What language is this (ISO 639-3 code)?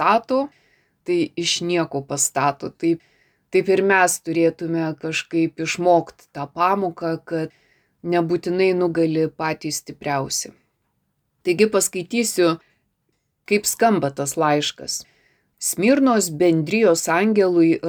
lit